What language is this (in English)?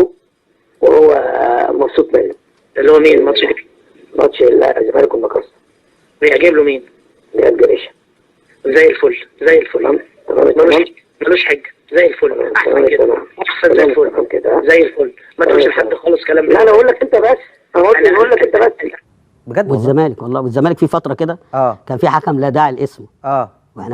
Egyptian Arabic